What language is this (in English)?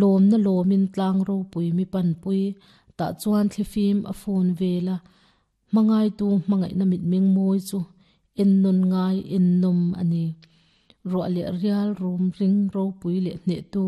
Mizo